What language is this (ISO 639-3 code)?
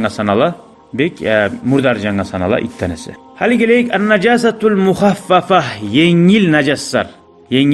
kum